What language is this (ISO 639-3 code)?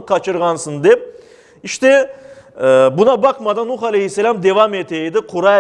crh